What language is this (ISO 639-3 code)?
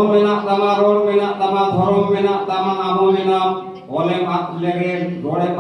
sat